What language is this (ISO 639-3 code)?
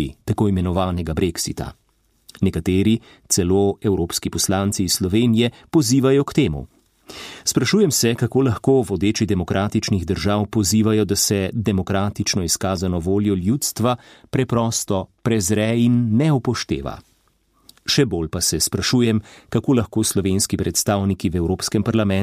slv